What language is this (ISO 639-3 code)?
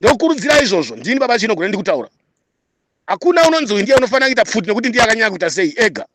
sna